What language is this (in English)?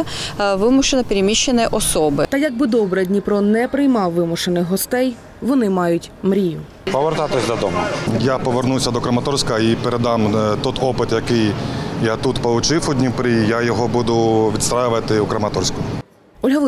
Ukrainian